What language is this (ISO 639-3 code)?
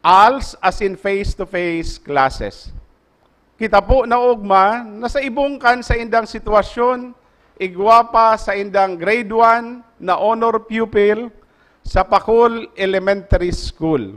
bik